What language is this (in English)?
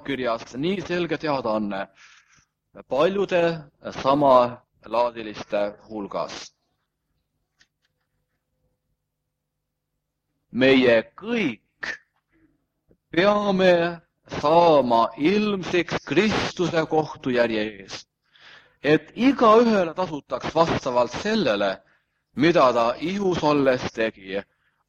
Estonian